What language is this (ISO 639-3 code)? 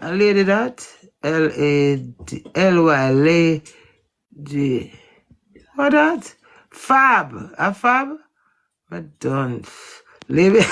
jam